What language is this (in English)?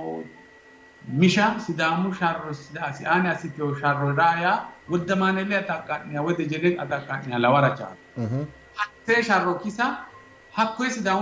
Sidamo